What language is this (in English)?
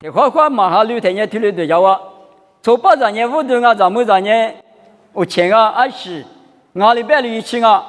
Lisu